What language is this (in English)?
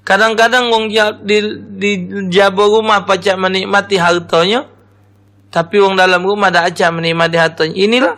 Musi